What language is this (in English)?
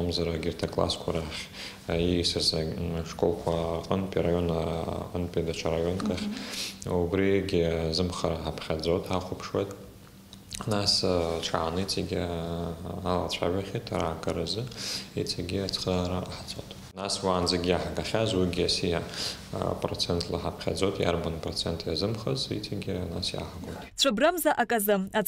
Abkhazian